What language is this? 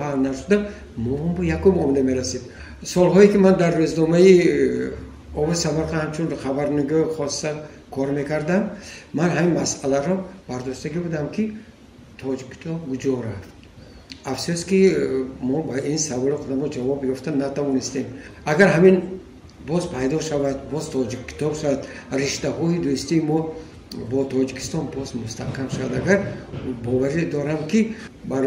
Tajik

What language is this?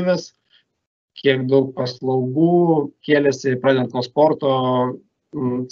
Lithuanian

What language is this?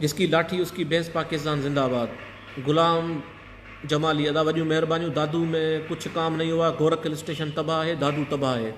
Sindhi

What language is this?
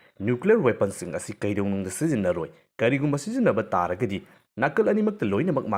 Manipuri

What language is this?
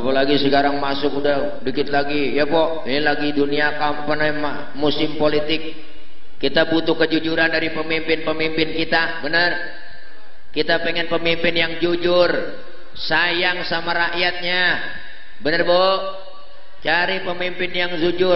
Betawi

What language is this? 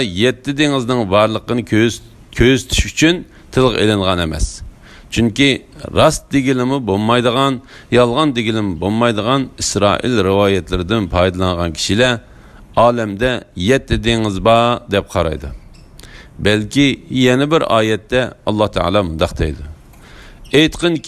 Uyghur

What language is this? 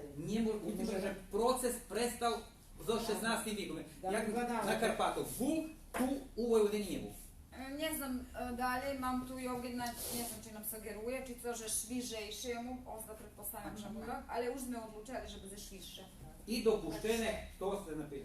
Rusyn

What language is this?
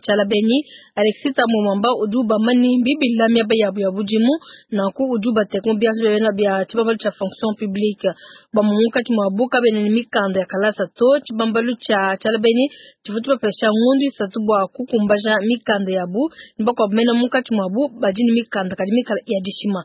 Luba-Lulua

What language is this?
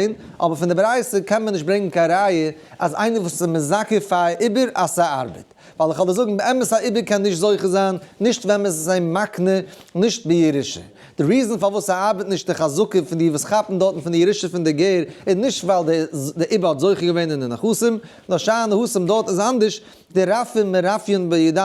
Yiddish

